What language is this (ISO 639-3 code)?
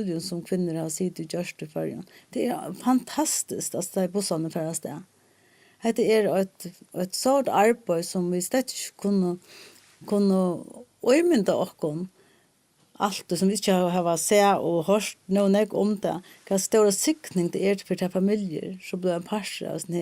fao